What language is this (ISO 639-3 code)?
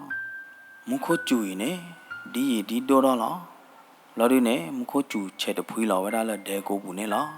ksw